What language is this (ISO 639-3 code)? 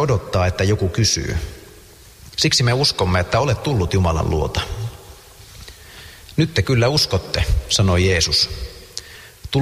fin